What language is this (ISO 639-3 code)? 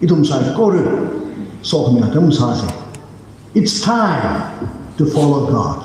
nmf